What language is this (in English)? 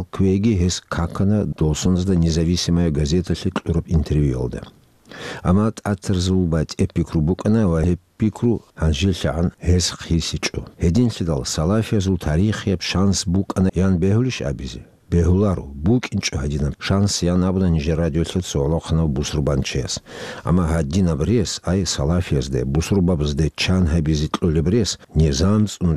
Avaric